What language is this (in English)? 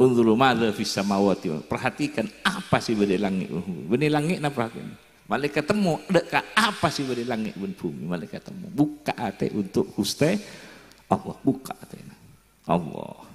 Madurese